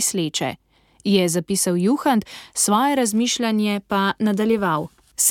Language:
Slovenian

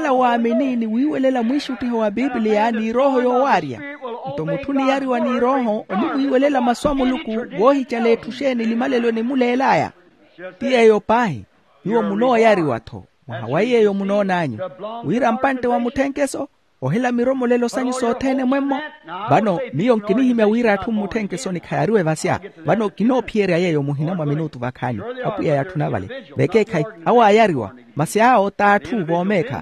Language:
Makhuwa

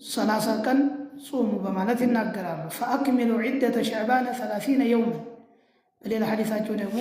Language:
Amharic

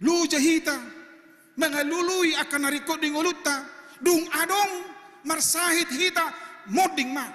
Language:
Batak Toba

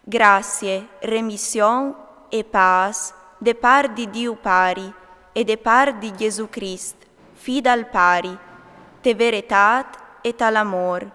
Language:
Friulian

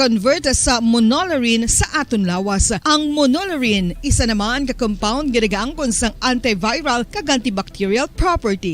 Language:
Hiligaynon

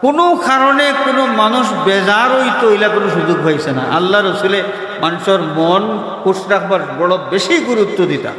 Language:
Sylheti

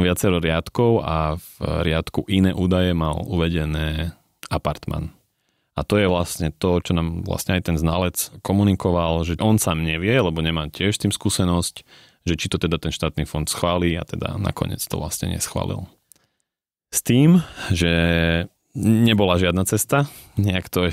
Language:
Slovak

